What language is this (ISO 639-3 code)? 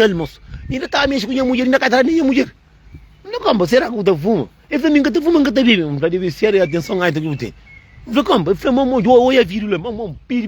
kea